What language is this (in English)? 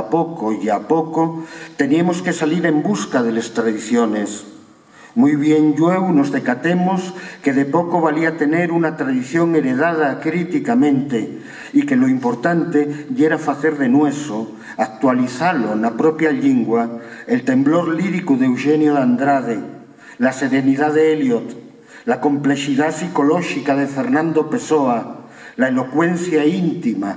Asturian